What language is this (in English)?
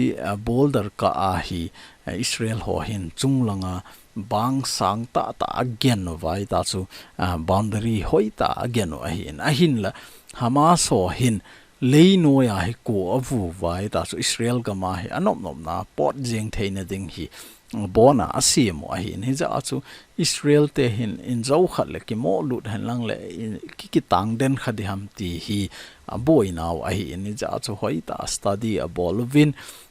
Thado Chin